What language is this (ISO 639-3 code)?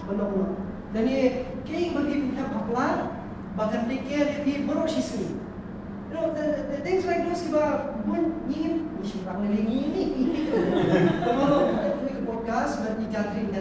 kha